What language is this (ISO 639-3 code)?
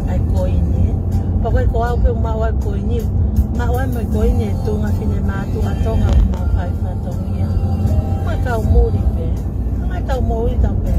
ton